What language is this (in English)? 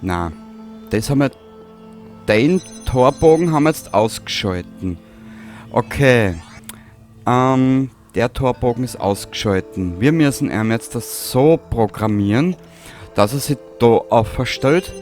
Bavarian